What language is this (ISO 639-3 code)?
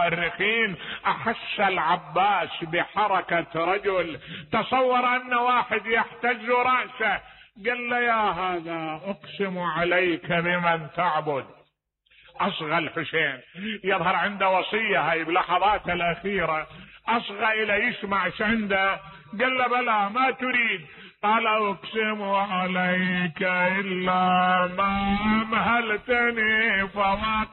acm